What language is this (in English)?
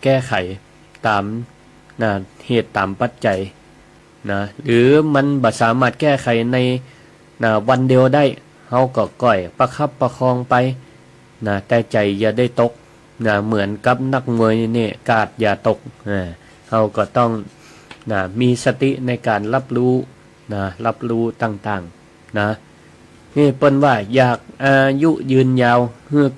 Northern Thai